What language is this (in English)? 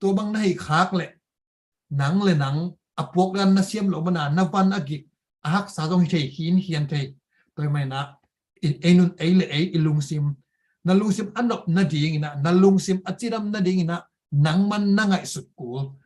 Tedim Chin